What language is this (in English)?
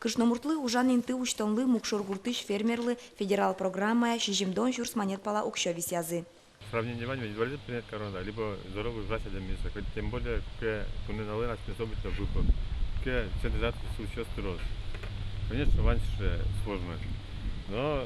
Udmurt